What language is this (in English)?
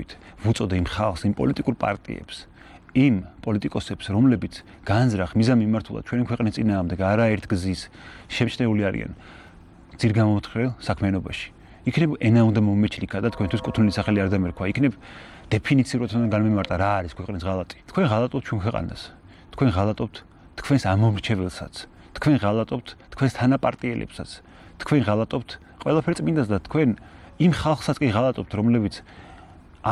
Georgian